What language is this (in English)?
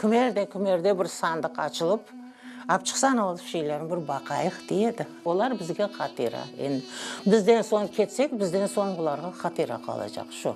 Crimean Tatar